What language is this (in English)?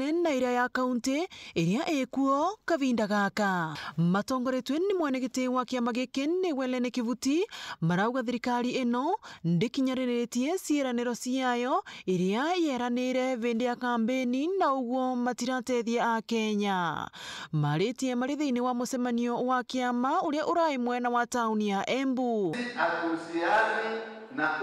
Meru